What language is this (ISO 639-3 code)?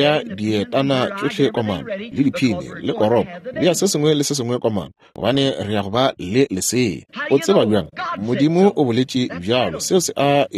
nso